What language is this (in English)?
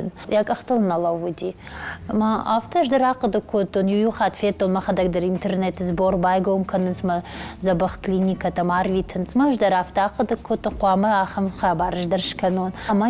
Ossetic